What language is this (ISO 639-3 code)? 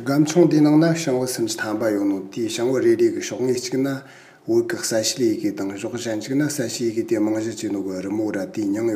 bod